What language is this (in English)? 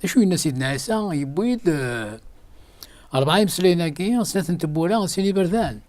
Kabyle